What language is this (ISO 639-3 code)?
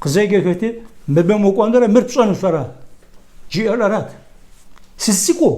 kbd